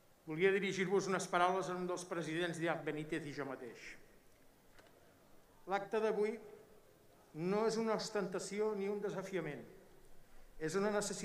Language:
Catalan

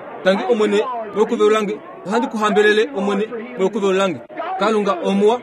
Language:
Kuanyama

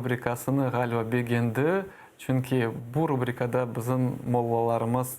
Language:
Crimean Tatar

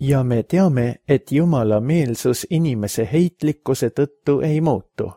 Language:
Estonian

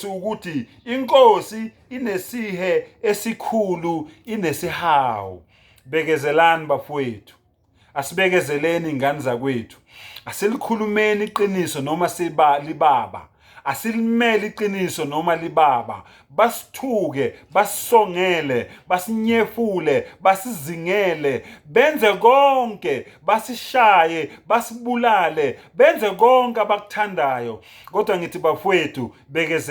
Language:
Zulu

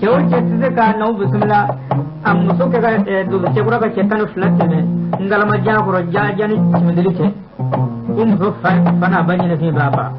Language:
Bambara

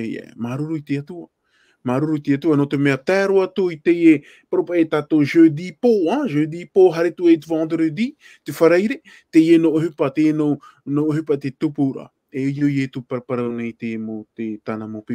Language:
Tahitian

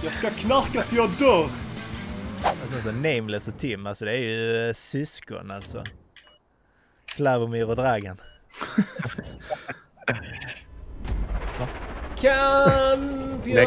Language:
Swedish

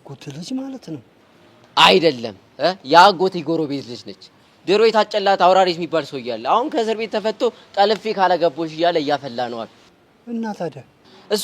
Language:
Amharic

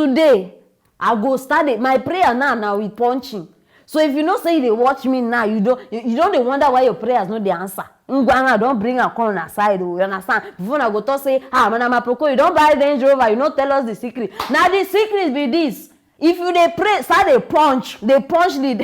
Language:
Nigerian Pidgin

